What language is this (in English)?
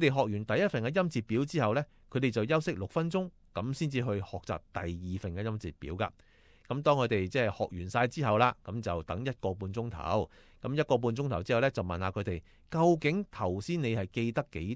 Cantonese